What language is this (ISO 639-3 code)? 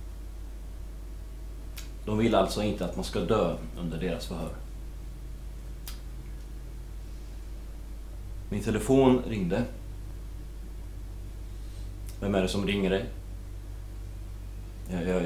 swe